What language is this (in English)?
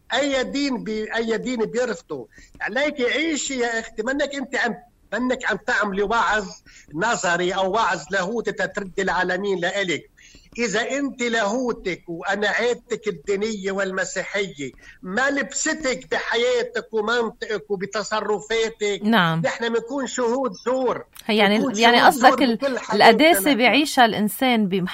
North Levantine Arabic